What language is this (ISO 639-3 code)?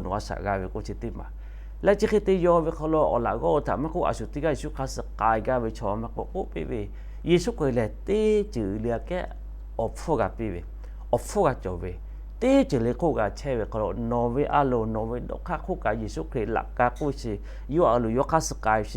lhu